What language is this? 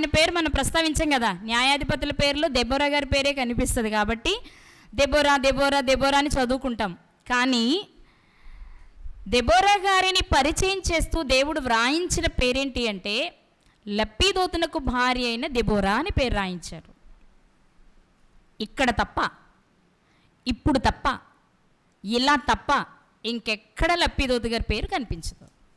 Telugu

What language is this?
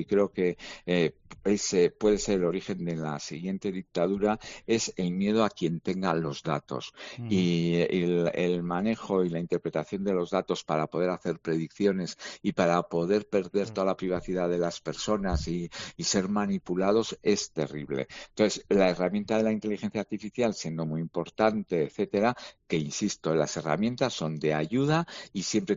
Spanish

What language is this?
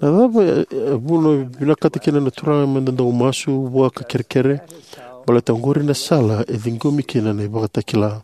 Fijian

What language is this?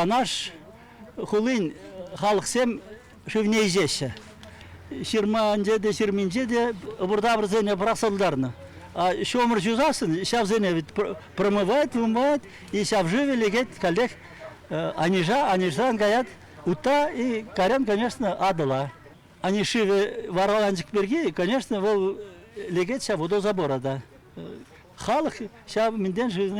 Chuvash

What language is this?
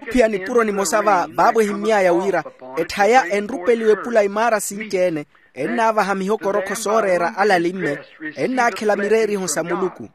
Makhuwa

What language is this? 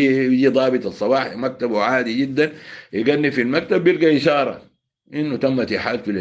Sudanese Arabic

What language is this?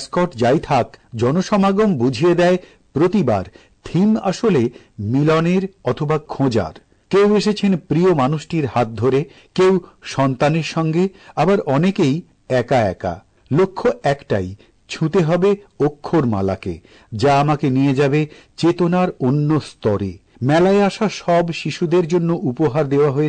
Bangla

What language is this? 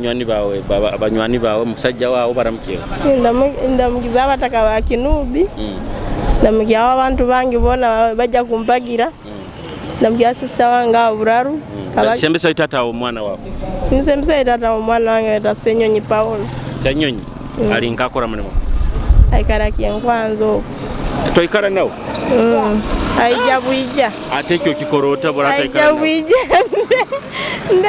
Nyoro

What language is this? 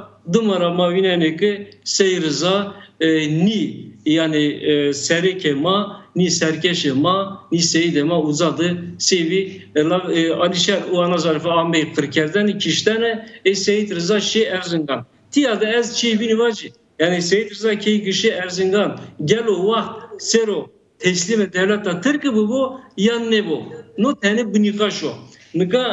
Zaza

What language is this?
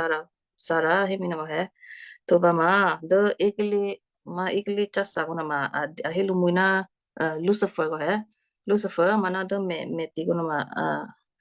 Western Kayah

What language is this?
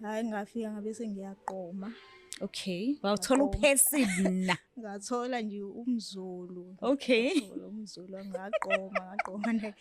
Zulu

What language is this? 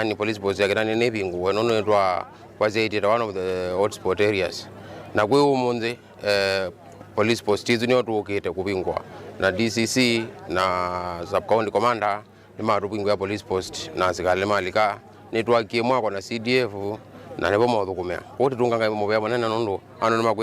Kamba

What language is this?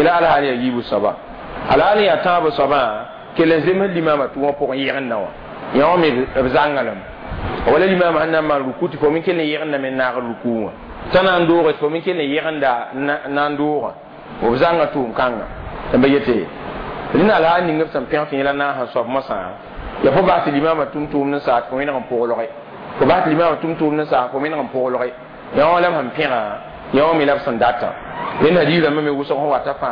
Mossi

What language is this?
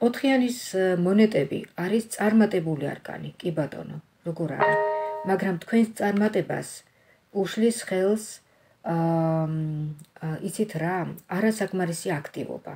Georgian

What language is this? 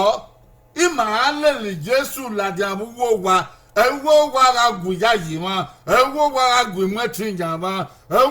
Bini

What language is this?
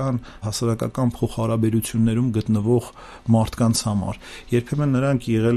Armenian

